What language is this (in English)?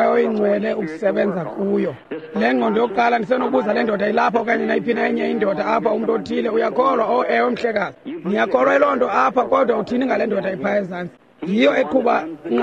Xhosa